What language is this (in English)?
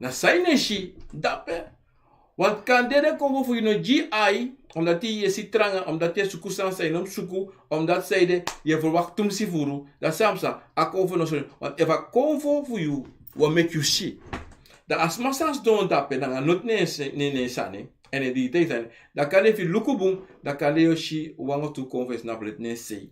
Sranan Tongo